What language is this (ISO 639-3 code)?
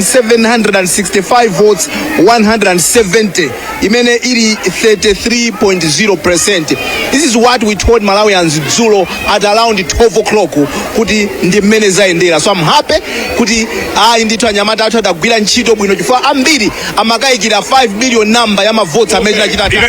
nya